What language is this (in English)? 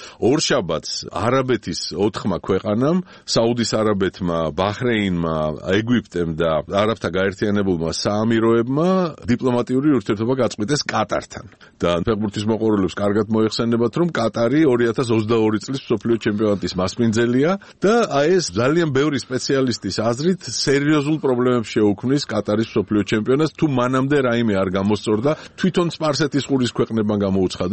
Georgian